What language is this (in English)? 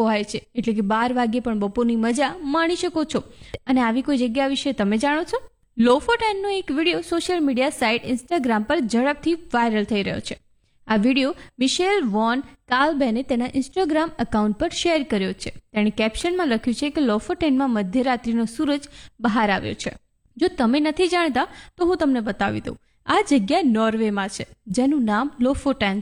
Gujarati